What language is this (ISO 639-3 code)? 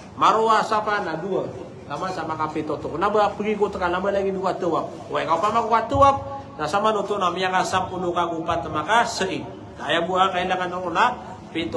mrw